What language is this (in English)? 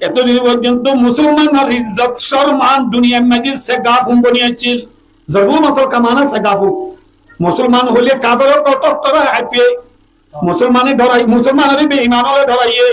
Rohingya